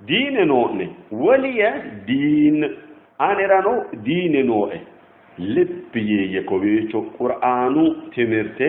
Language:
Sidamo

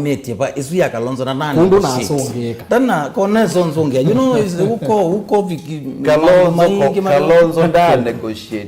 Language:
Kamba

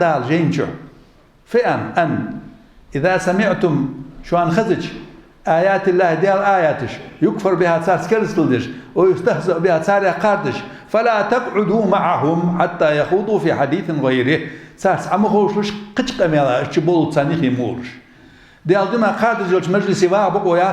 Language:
Ingush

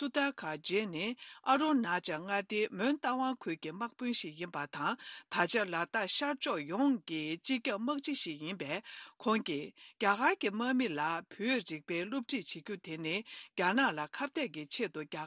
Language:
Tibetan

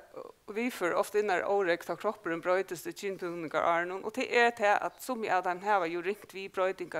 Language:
Faroese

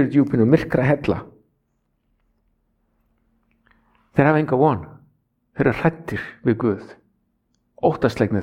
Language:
Icelandic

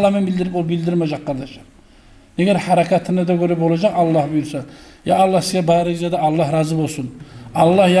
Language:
Kumyk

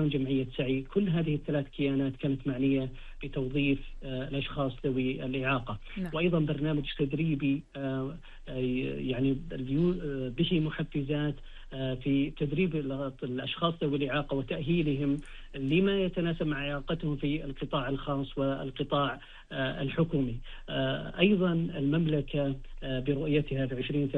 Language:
Arabic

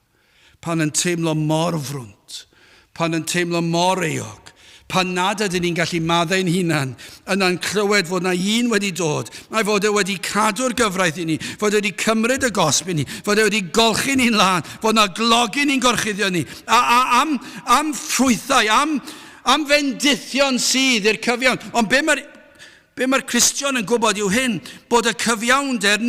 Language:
Welsh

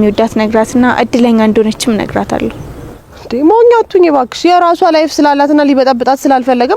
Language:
Amharic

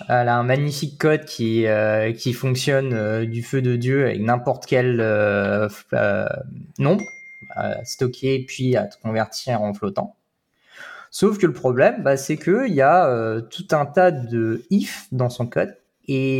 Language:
French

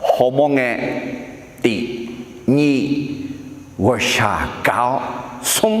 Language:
Akha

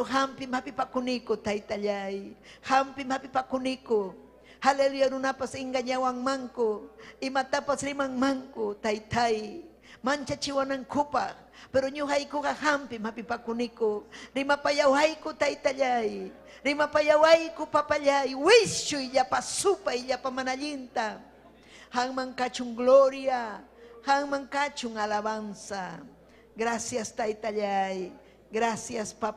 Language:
Ayacucho Quechua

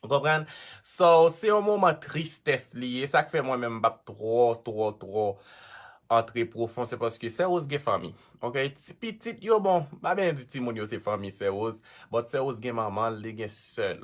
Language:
Haitian Creole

